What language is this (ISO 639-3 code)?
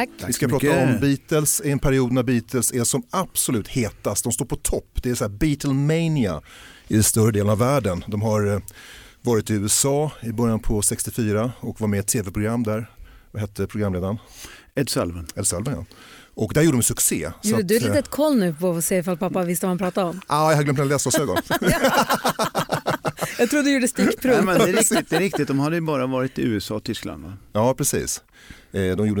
swe